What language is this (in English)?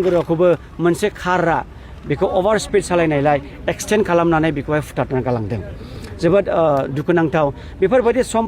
Bodo